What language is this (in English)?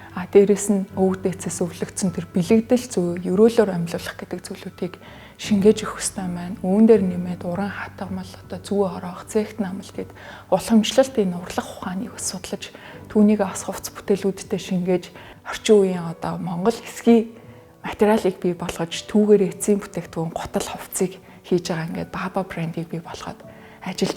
Mongolian